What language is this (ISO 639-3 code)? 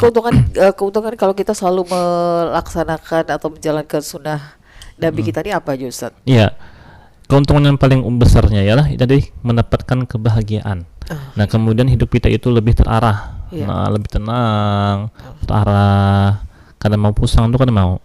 bjn